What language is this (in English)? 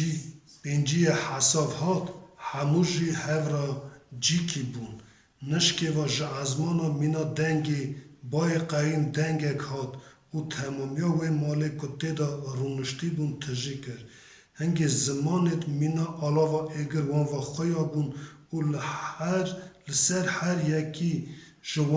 Kurdish